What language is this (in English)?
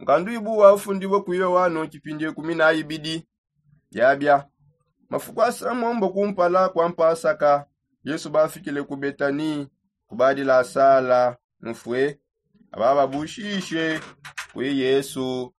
Songe